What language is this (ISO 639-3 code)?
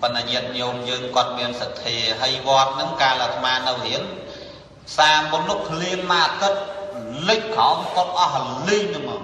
khm